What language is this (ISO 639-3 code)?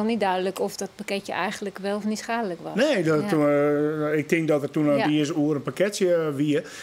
fry